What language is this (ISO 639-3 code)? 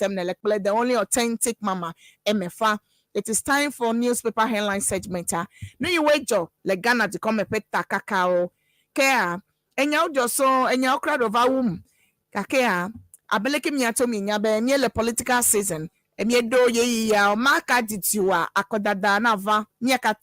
ewe